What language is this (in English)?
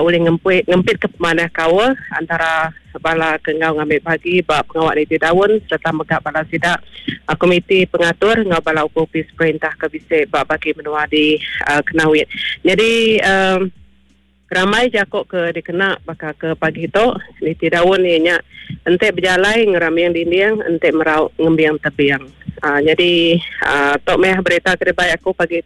Iban